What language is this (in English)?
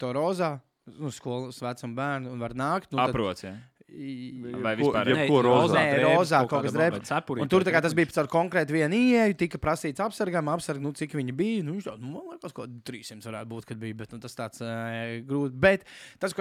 Latvian